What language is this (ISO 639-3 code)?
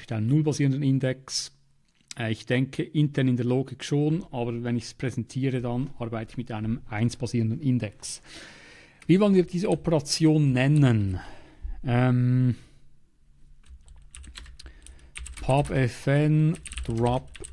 deu